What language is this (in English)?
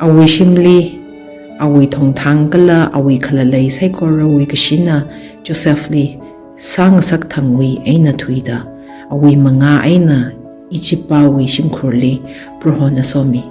Tangkhul Naga (India)